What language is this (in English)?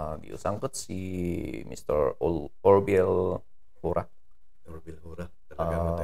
Kankanaey